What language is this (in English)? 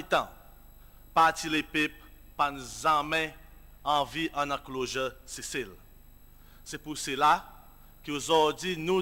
Seselwa Creole French